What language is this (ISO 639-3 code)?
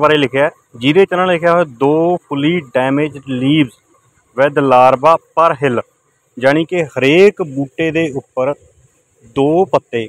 pan